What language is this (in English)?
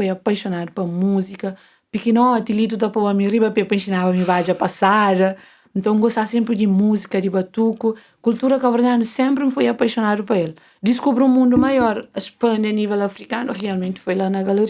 Kabuverdianu